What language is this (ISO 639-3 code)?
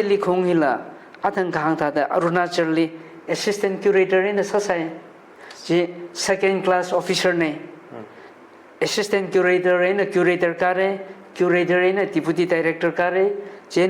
nmf